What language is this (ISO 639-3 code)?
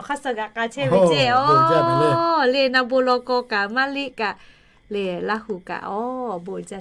lhu